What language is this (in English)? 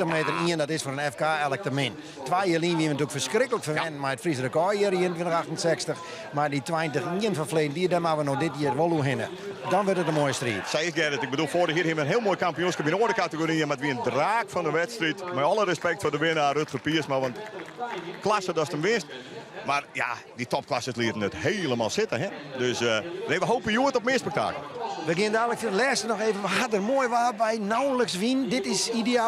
Western Frisian